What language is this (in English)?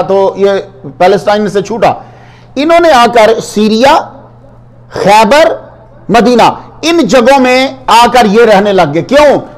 Urdu